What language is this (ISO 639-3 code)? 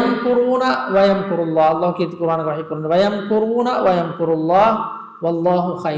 div